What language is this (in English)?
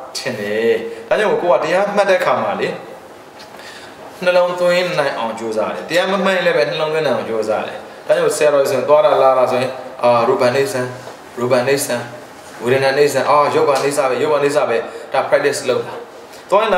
Burmese